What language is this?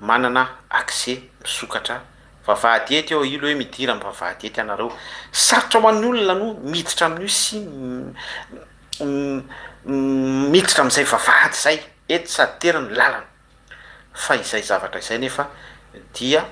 Malagasy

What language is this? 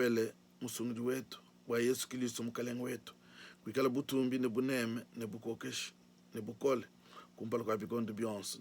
Luba-Lulua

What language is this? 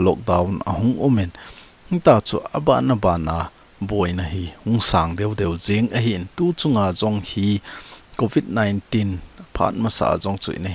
Thado Chin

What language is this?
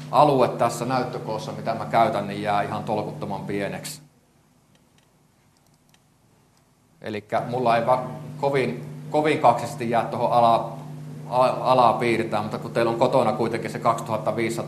Finnish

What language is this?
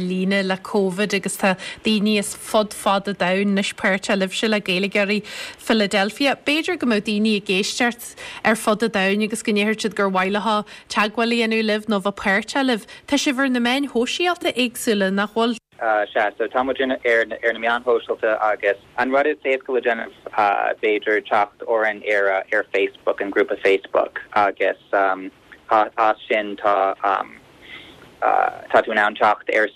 Irish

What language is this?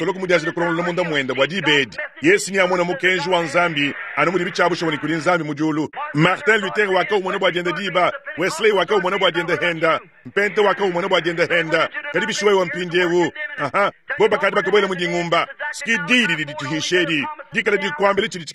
Luba-Lulua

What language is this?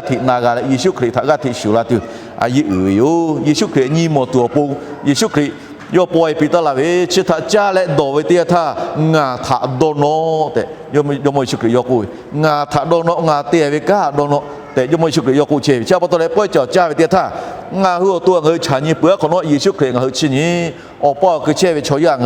Lahu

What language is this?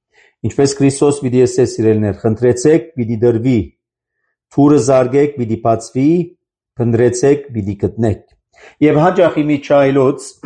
Armenian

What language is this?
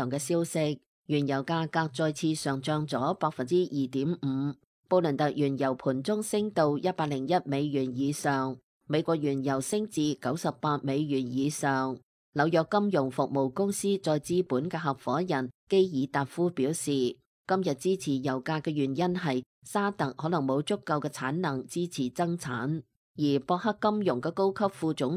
Cantonese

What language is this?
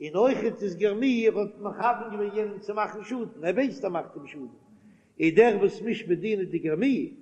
Yiddish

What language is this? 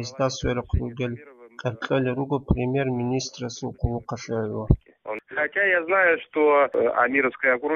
Avaric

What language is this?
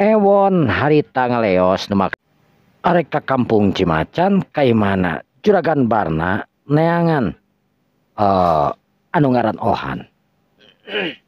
Sundanese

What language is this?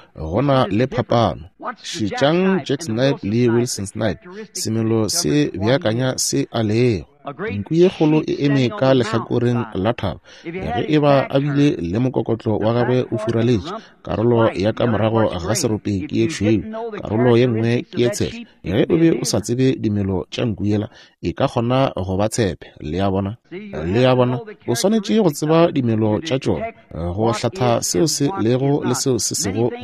Northern Sotho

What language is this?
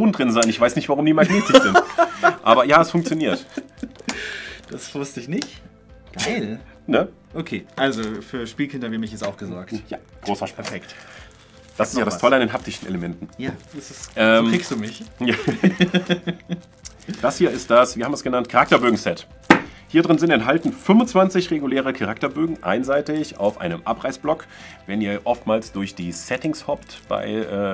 German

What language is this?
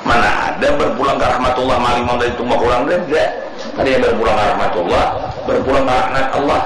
Banjar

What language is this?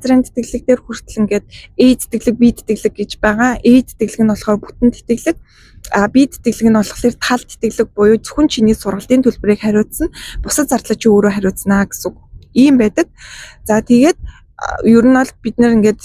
Mongolian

